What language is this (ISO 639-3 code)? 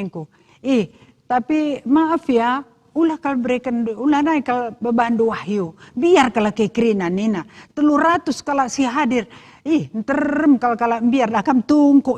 btx